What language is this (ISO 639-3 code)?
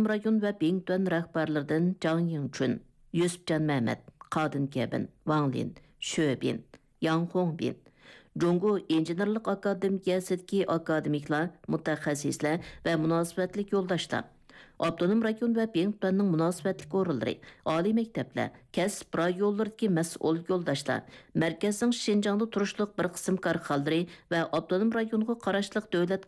uig